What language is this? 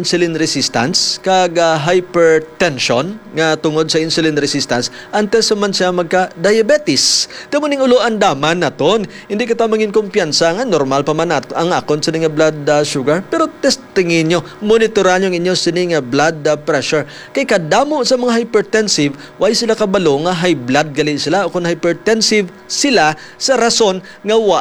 Hiligaynon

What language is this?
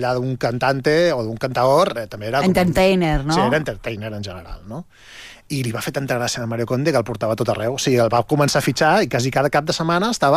Catalan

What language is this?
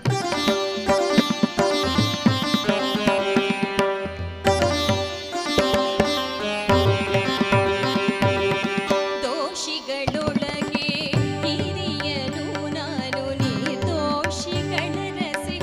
Kannada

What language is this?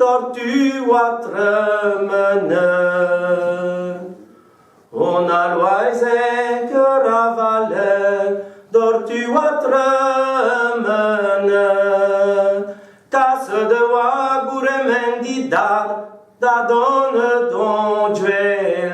Breton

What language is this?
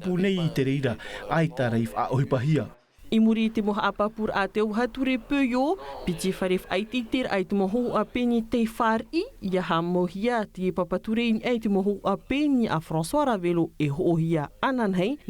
Tahitian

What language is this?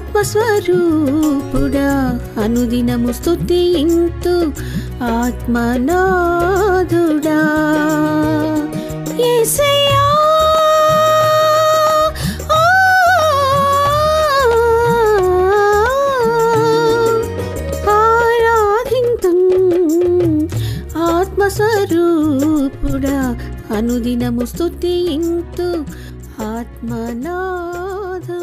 Telugu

